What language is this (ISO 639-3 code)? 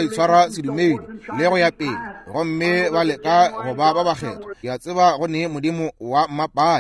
nso